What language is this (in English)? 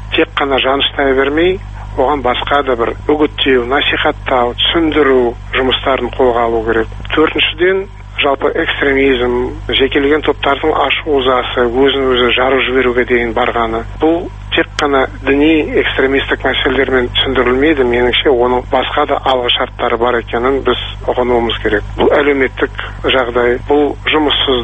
Kazakh